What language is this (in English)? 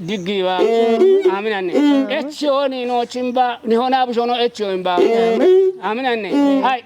Kafa